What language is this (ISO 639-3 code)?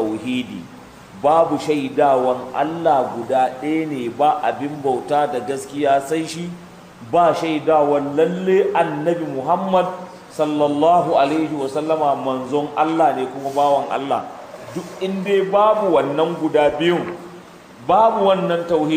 hau